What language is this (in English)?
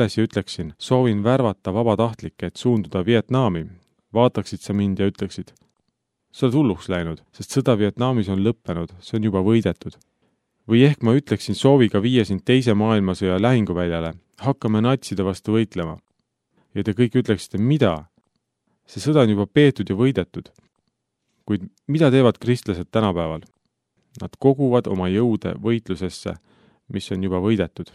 Estonian